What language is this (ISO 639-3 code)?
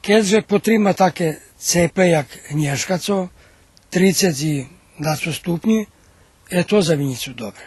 rue